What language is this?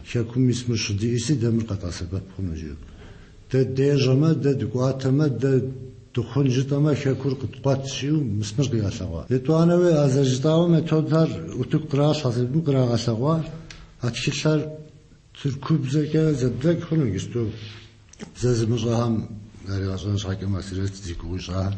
Kabardian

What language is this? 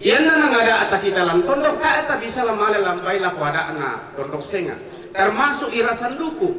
Toraja-Sa'dan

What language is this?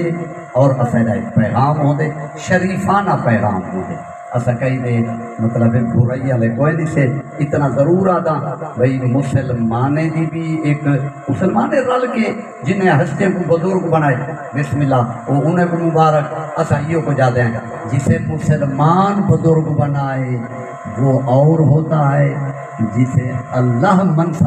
Saraiki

